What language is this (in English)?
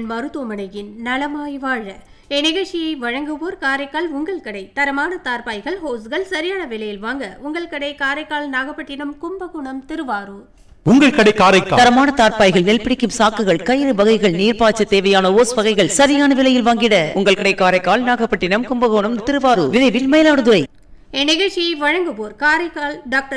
Tamil